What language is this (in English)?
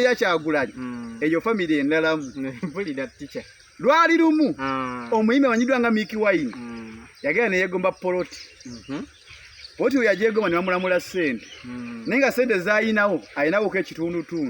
Ganda